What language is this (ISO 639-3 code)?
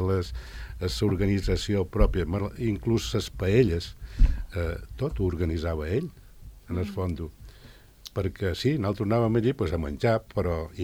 cat